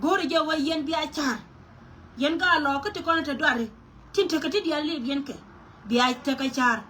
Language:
Nuer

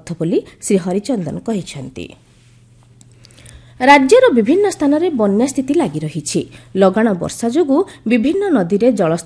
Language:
Odia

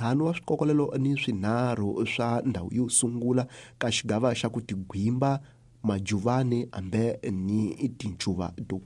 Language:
Tsonga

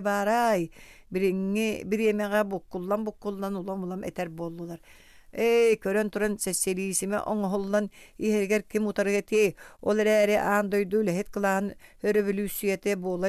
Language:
Yakut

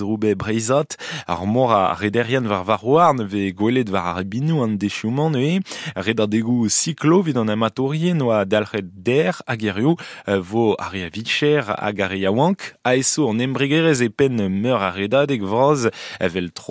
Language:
Breton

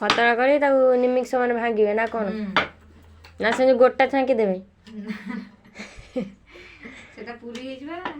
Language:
Odia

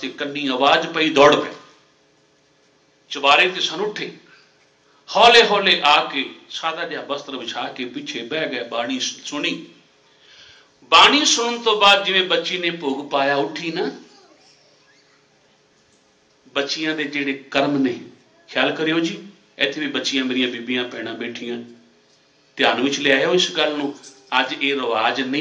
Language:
Punjabi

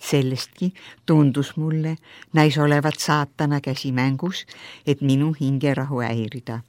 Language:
Estonian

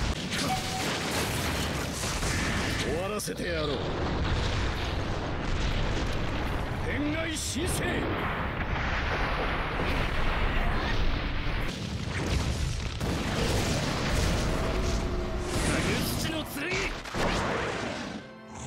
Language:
Japanese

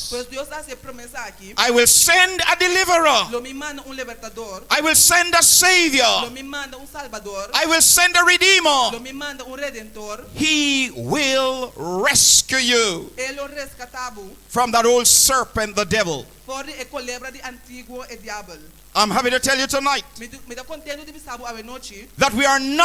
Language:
Papiamento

